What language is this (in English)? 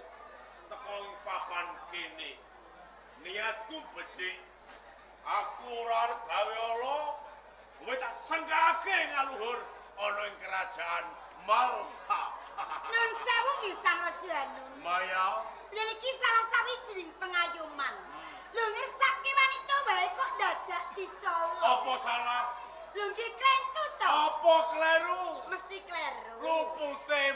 Javanese